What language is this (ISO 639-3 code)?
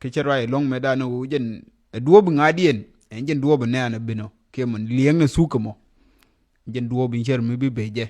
nus